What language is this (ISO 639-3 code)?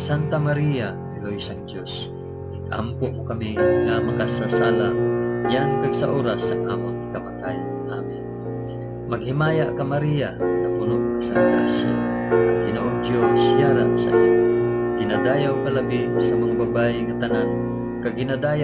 hil